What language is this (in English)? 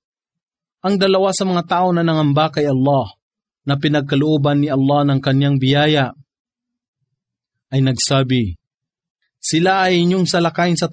Filipino